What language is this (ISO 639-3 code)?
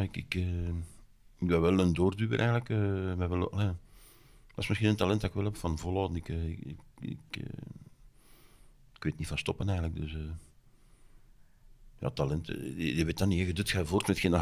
nld